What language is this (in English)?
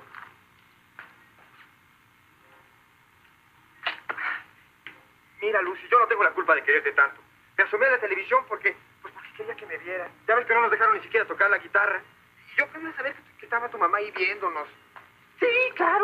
Spanish